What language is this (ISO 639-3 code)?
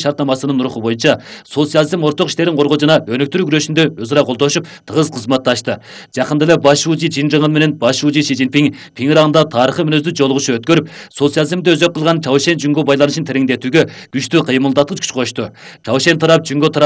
kir